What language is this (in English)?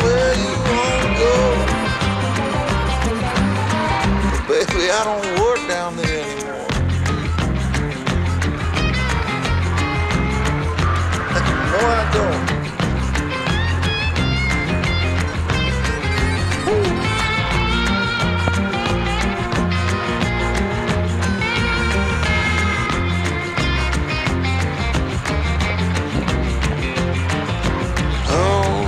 English